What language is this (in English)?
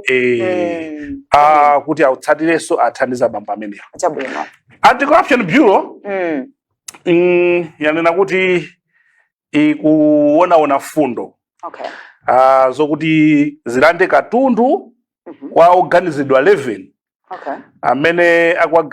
Nyanja